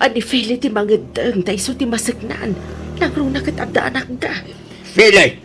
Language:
Iloko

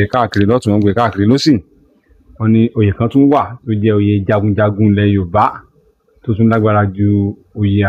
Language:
Yoruba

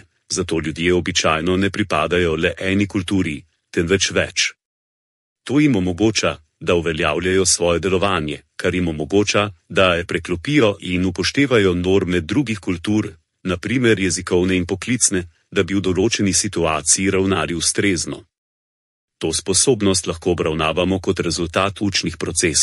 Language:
Slovenian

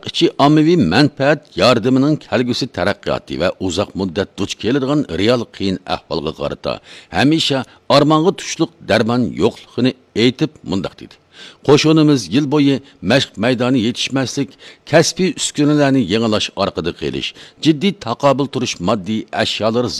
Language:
Uyghur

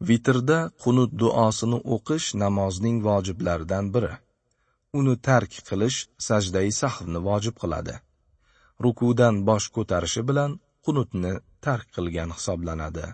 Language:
Uzbek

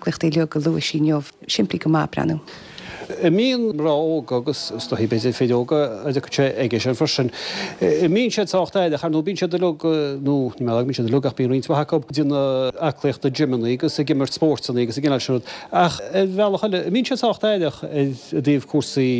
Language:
Irish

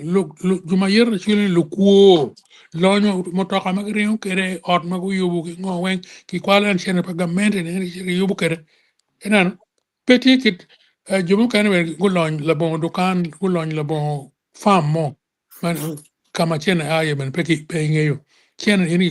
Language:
Acoli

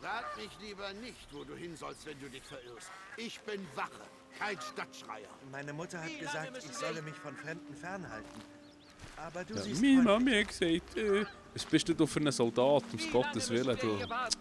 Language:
Swiss German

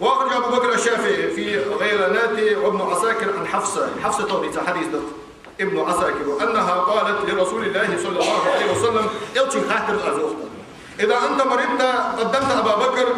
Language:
Ingush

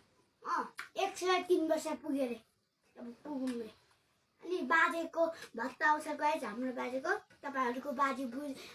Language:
Nepali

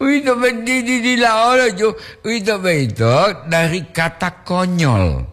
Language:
Gorontalo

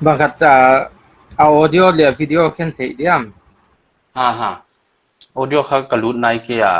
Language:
Paite Chin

